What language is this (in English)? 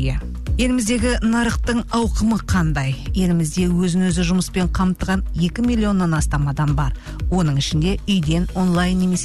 Kazakh